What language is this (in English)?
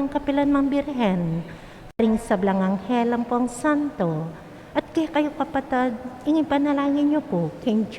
Pampanga